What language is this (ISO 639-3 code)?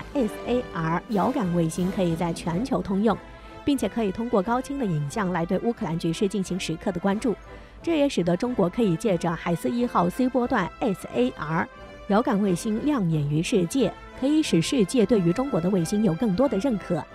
zho